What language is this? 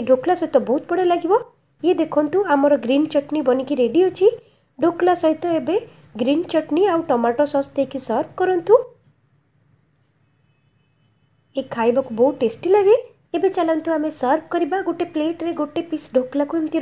Odia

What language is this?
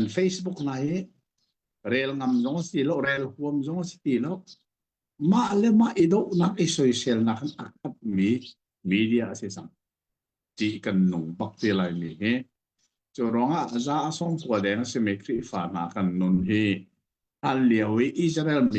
Hakha Chin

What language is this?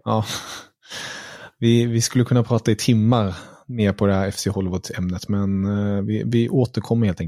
Swedish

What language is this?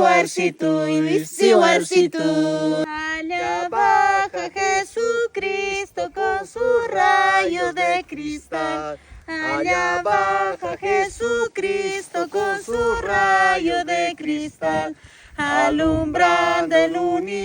Quechua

